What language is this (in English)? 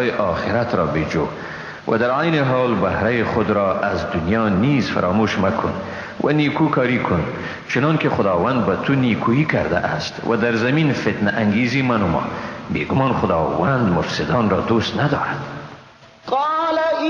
Persian